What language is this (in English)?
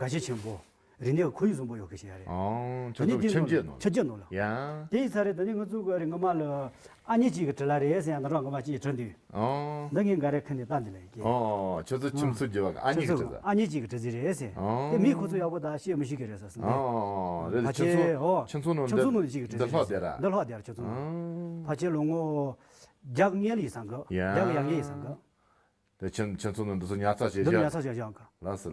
Tibetan